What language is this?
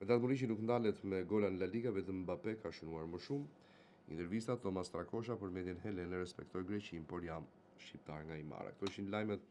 Albanian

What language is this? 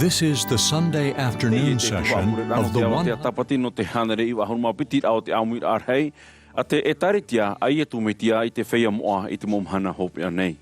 Tahitian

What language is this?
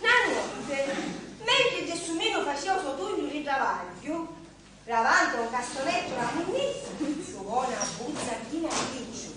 Sicilian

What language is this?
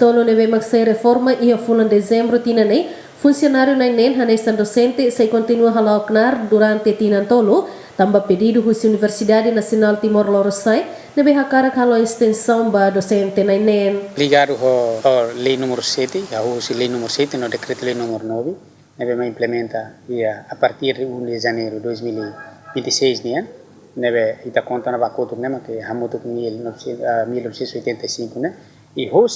Tetum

